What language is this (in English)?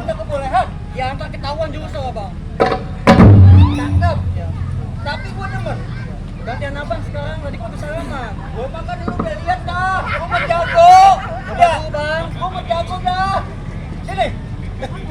Betawi